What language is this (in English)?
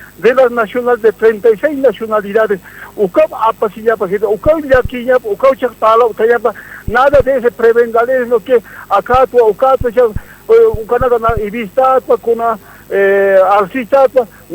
Aymara